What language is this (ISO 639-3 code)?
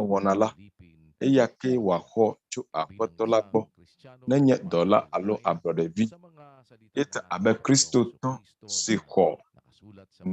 ewe